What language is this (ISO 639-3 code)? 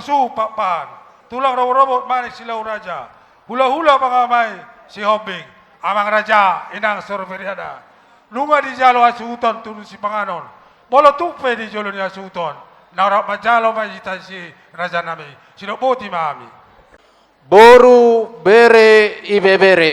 bbc